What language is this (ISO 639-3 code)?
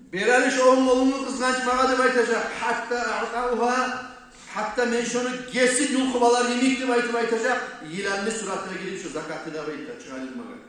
kum